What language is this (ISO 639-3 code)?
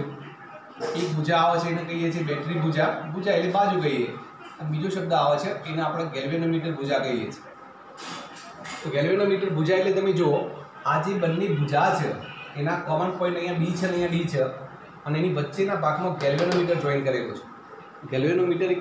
guj